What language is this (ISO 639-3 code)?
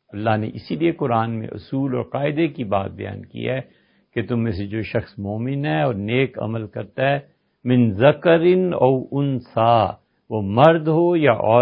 urd